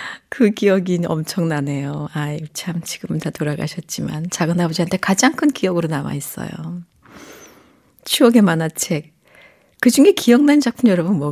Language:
Korean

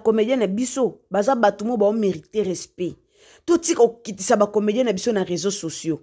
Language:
Lingala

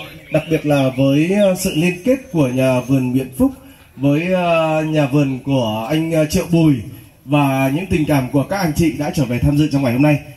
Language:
Vietnamese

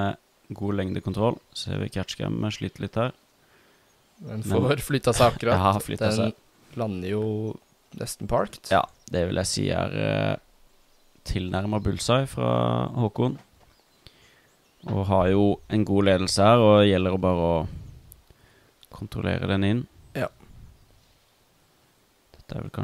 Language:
Norwegian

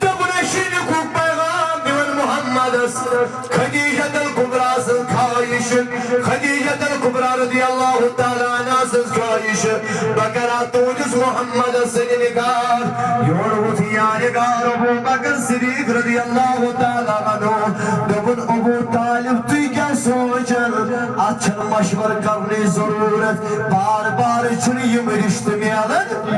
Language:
Kashmiri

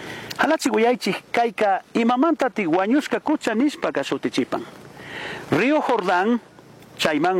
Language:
Chimborazo Highland Quichua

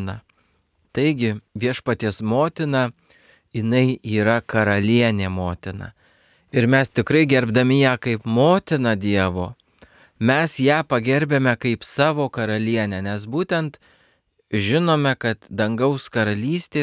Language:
Lithuanian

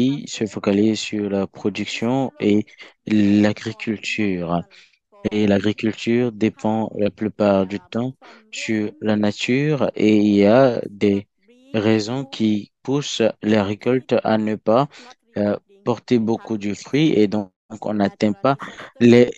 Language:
French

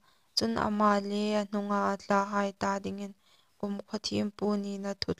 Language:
Hmar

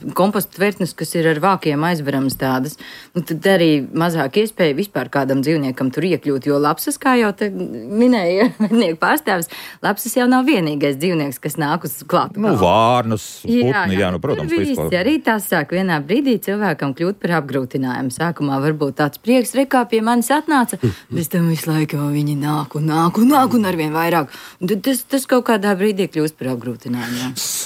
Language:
Latvian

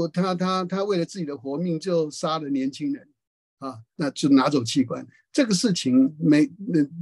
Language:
Chinese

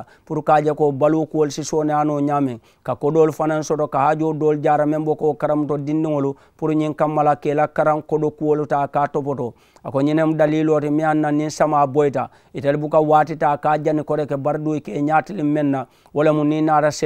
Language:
Mandingo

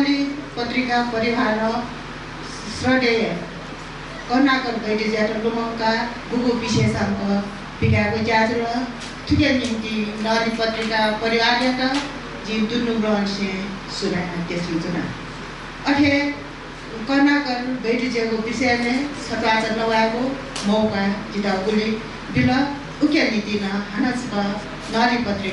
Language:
Newari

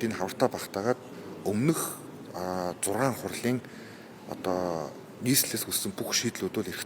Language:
Mongolian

